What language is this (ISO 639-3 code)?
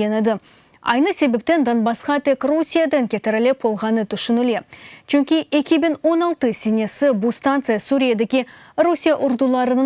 crh